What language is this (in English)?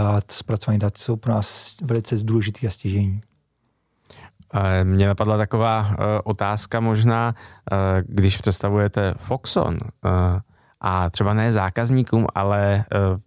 Czech